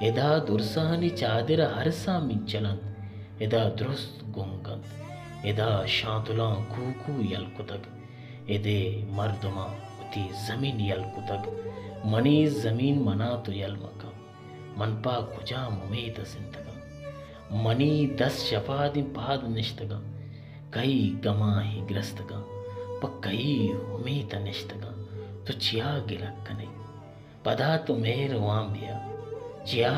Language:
Baluchi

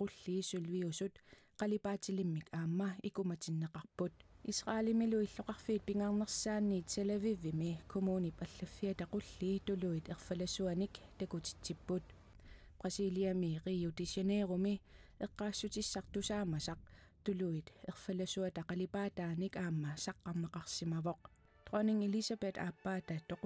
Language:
Kalaallisut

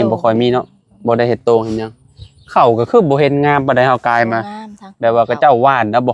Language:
Lao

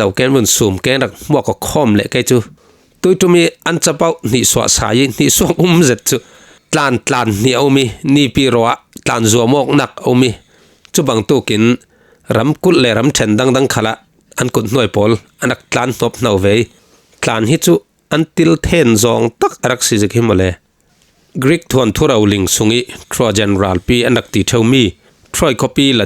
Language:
Falam Chin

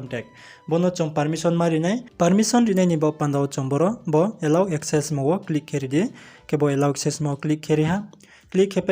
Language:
Riang (India)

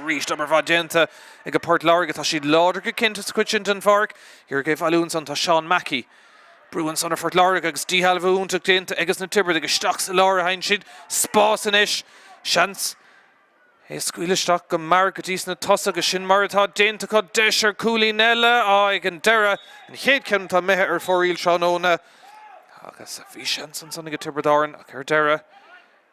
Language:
Irish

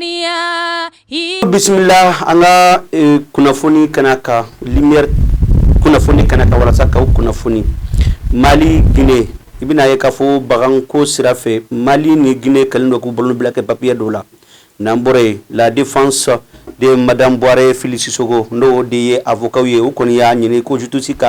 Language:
Bambara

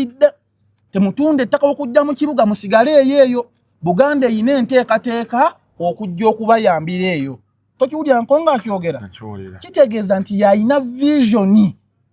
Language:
Ganda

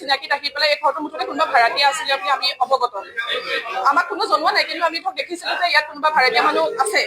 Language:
Assamese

